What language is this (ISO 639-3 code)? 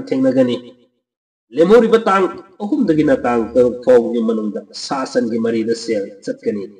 mni